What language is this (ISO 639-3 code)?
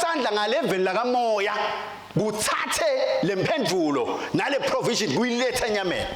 ssw